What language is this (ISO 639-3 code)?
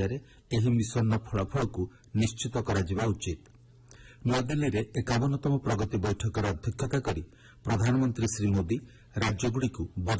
ori